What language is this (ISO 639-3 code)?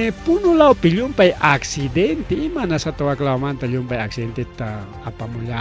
quy